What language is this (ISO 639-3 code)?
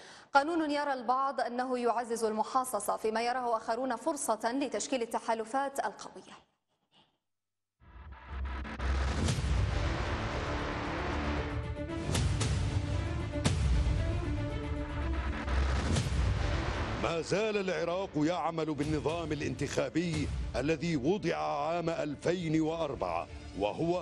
ara